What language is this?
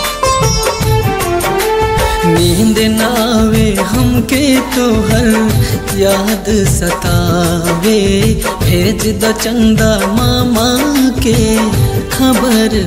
Bhojpuri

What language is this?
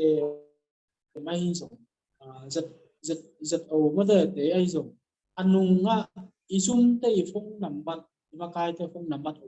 Tedim Chin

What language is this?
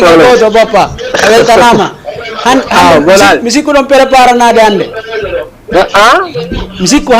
Fula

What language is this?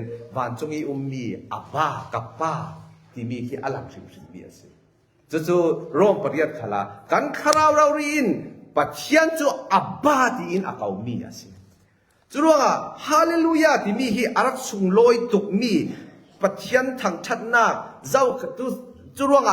Falam Chin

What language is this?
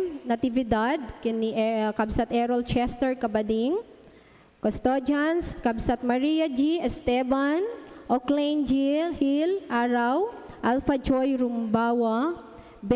Iloko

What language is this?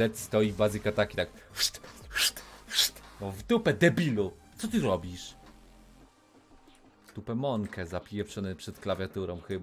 Polish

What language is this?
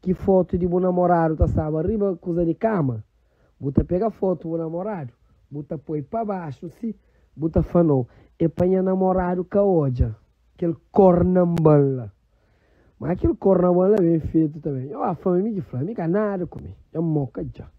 Kabuverdianu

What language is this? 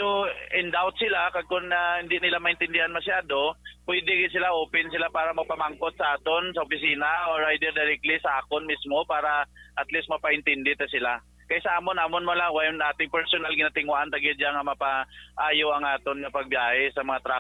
Hiligaynon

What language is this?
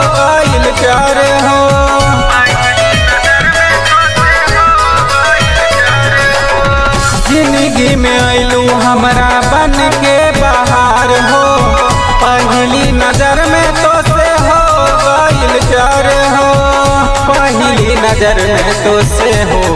Bhojpuri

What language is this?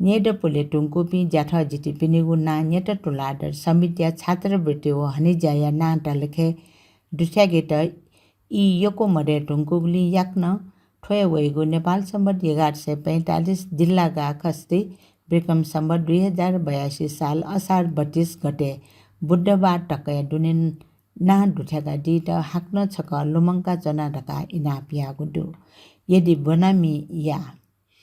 Newari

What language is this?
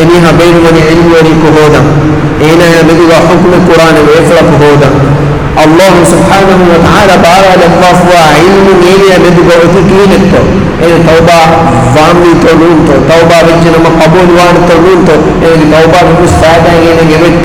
Divehi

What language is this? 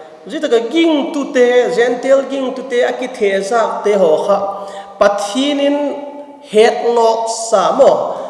Vaiphei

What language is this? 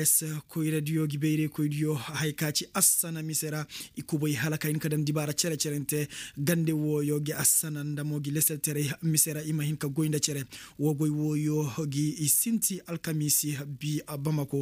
Koyraboro Senni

